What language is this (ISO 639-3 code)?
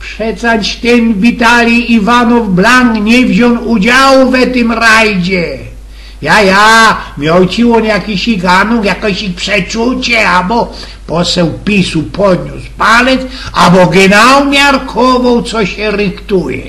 szl